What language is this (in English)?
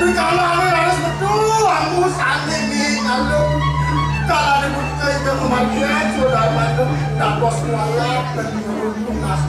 Balinese